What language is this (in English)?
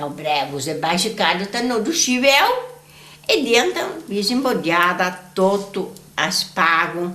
Sardinian